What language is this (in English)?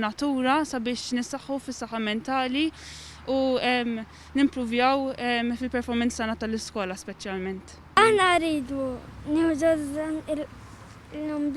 Maltese